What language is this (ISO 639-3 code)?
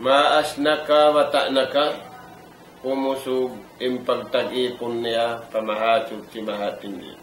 tsg